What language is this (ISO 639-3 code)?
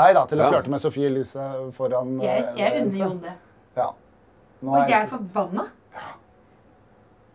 nor